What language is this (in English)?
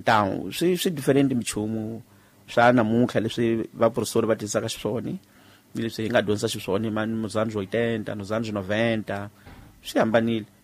Tsonga